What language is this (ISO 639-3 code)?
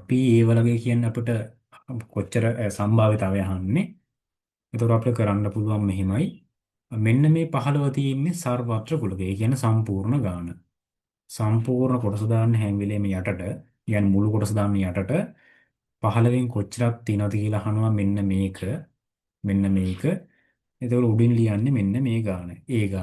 sin